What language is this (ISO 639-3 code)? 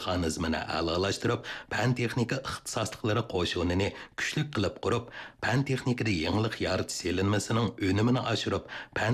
uig